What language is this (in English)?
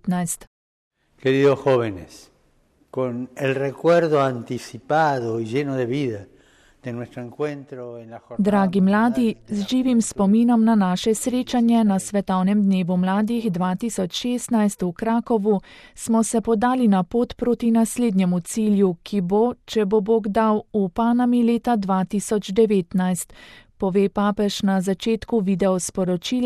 Slovenian